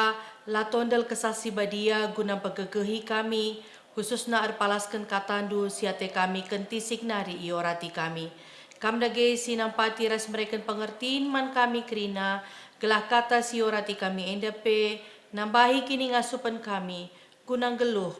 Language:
Batak Karo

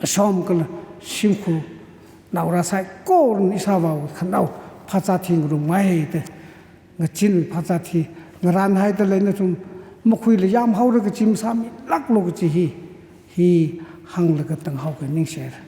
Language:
Tangkhul Naga (India)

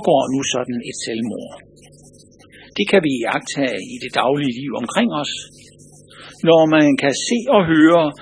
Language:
Danish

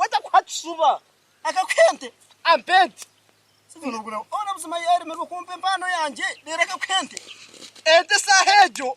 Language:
Nyankole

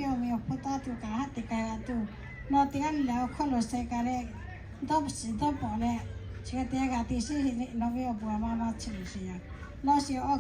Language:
Lahu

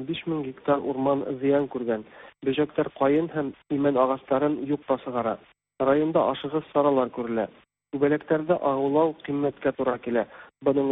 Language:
Tatar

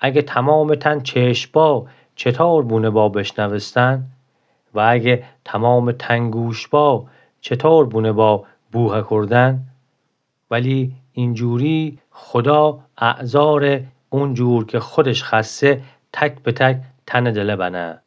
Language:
Gilaki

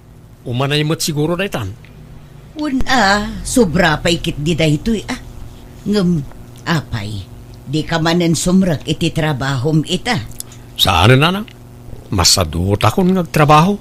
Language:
Iloko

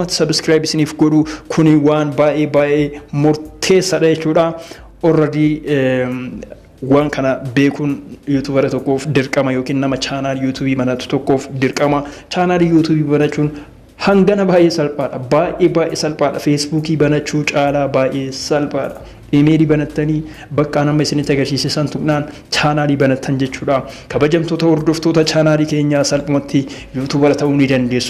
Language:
Oromo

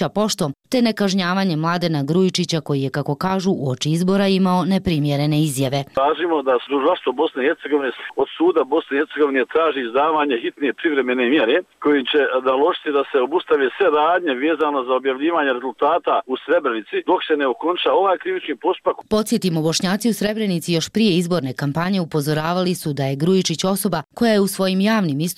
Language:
Bosnian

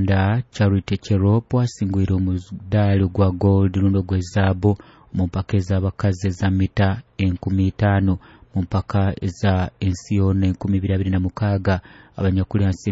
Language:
Nyoro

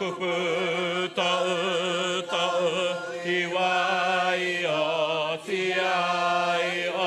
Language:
Māori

